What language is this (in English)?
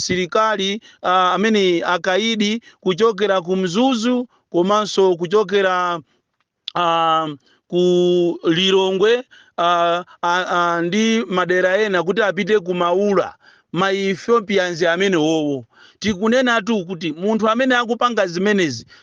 Nyanja